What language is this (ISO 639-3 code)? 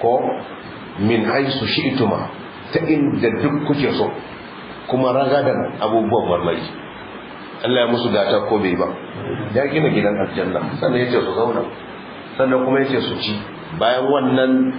hau